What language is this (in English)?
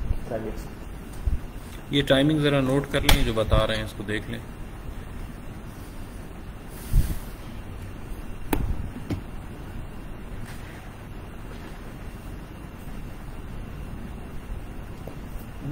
Urdu